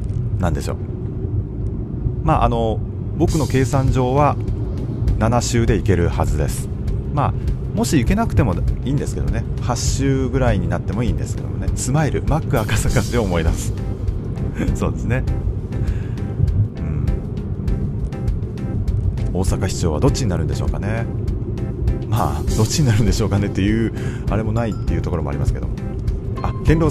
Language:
Japanese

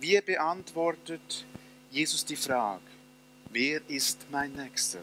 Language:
Swiss German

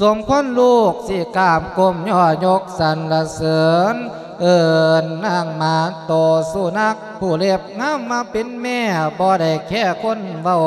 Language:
Lao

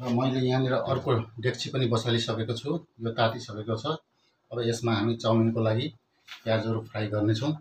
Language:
Nepali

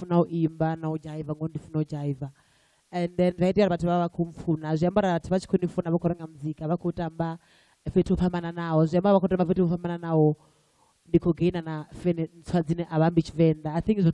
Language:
Venda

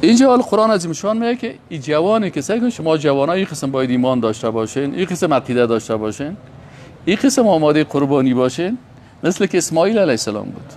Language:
Persian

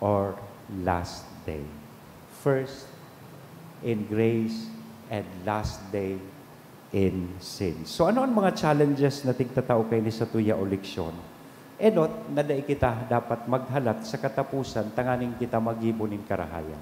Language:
Bikol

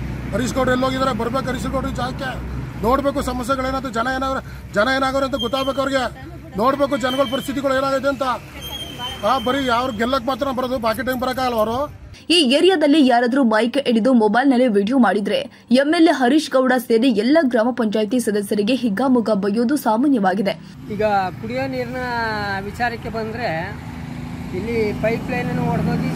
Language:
Kannada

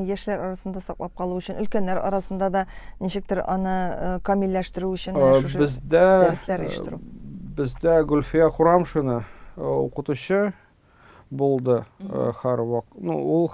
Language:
Tatar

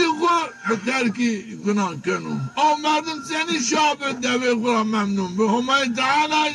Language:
Zaza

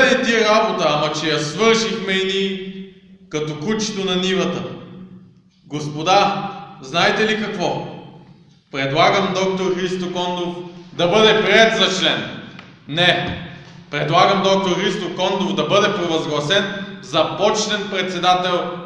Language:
Bulgarian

